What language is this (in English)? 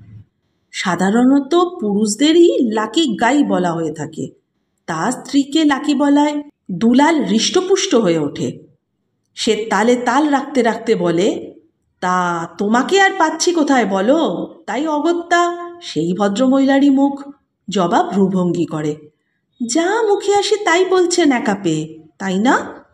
Bangla